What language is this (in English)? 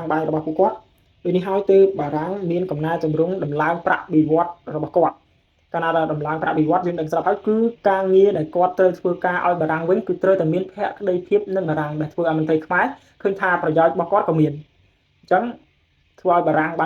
Khmer